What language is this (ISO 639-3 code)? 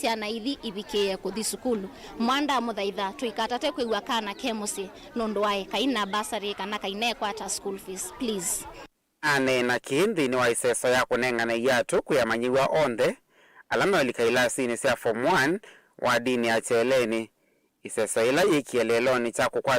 kam